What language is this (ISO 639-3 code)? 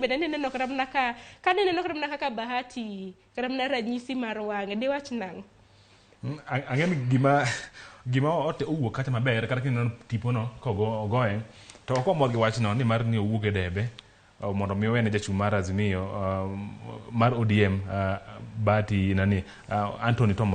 luo